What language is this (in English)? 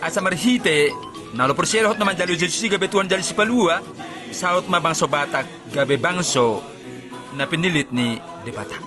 Batak Toba